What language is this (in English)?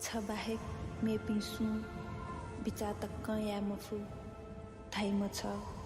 Newari